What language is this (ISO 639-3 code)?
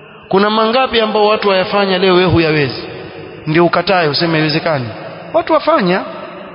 swa